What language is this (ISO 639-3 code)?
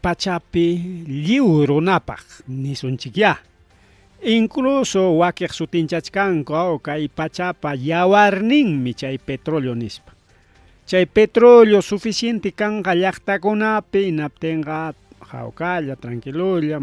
quy